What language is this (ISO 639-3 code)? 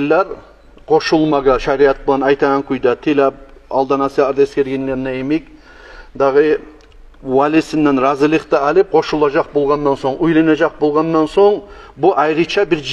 kum